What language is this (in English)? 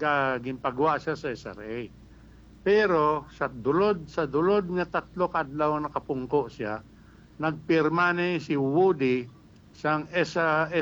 Hiligaynon